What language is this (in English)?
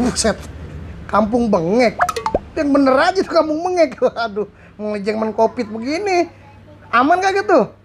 Betawi